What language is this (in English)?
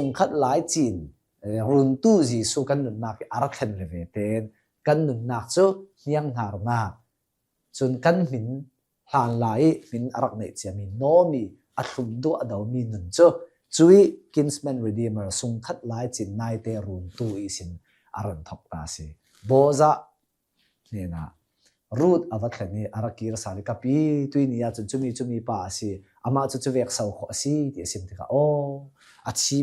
Hakha Chin